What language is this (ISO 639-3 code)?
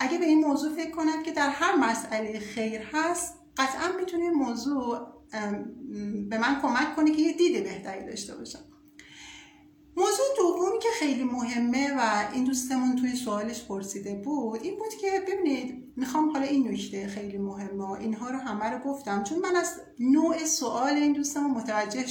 fas